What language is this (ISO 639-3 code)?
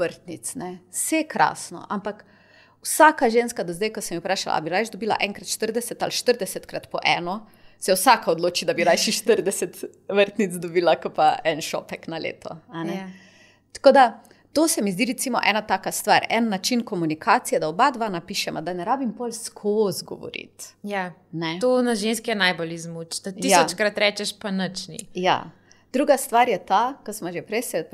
slv